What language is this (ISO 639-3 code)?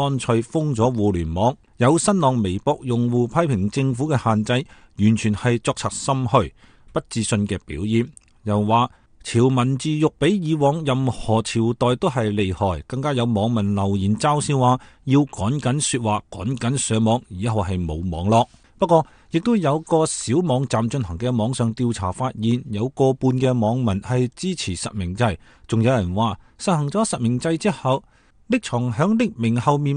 yue